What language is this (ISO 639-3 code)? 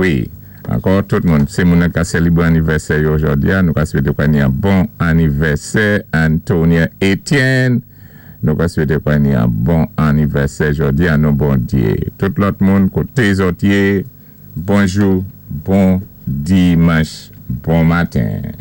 acf